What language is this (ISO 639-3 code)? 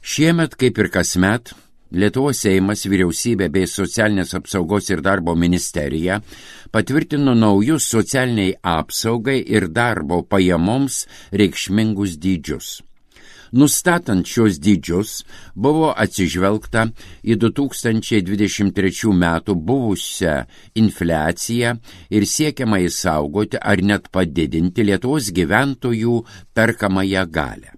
lit